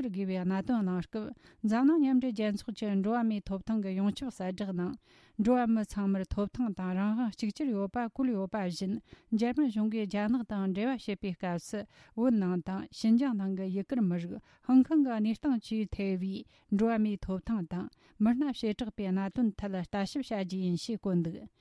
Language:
Tibetan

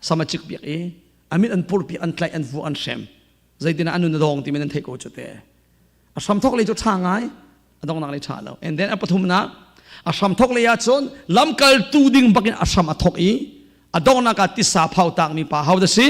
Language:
Hakha Chin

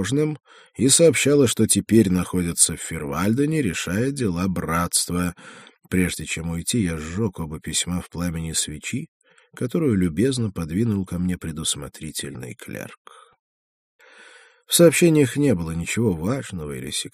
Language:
Russian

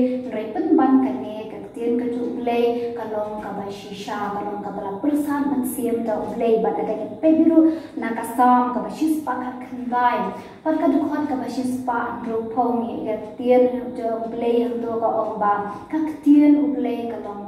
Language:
Khasi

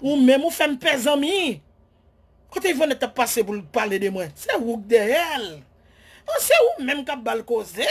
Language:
Haitian Creole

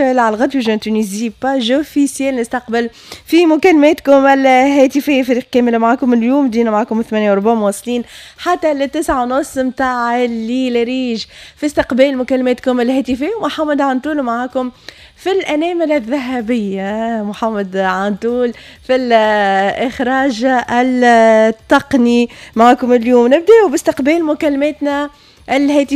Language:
Tunisian Arabic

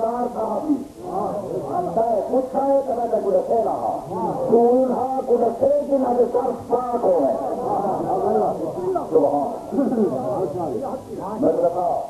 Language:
Urdu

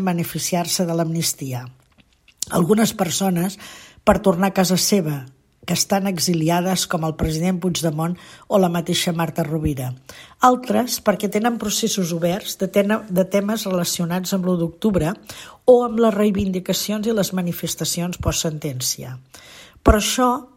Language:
Catalan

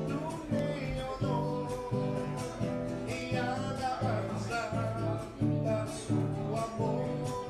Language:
Papiamento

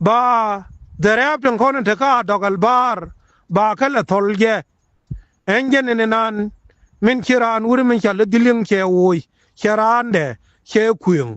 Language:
Nuer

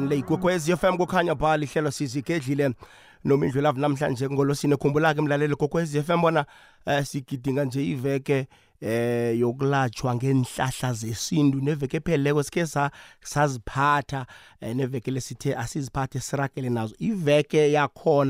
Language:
South Ndebele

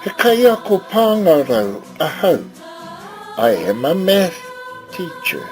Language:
Māori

